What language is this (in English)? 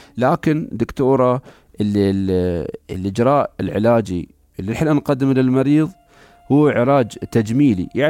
Gulf Arabic